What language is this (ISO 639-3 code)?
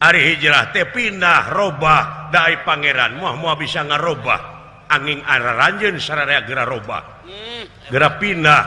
sun